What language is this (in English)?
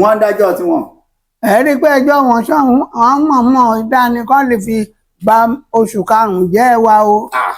Yoruba